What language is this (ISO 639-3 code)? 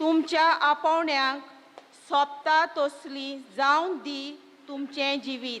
kok